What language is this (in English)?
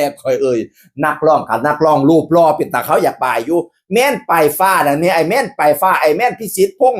Northeastern Thai